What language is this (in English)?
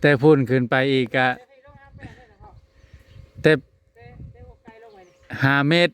Northeastern Thai